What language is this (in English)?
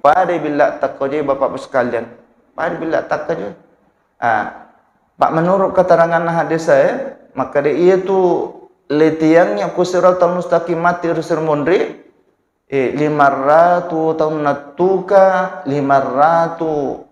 Buginese